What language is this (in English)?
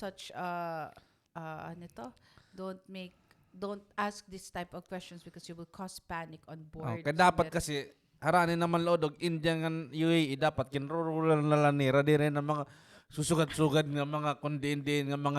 Waray